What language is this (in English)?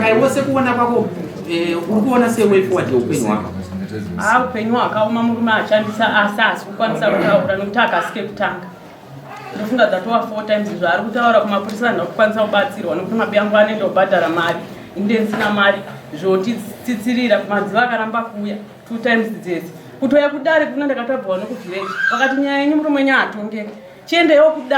Shona